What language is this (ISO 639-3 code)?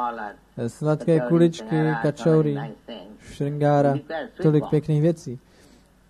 ces